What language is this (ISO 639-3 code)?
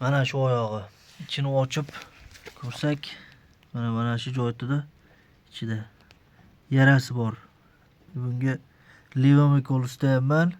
uzb